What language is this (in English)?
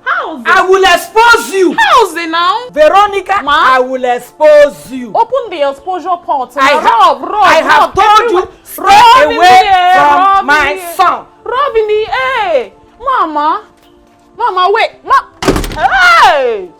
Nigerian Pidgin